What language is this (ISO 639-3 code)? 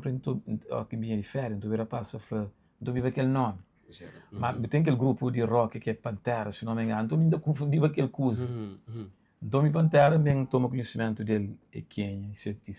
kea